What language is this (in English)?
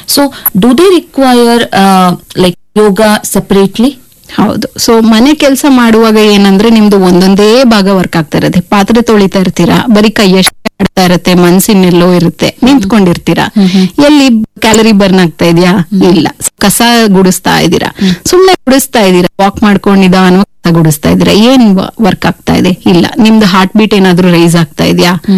Kannada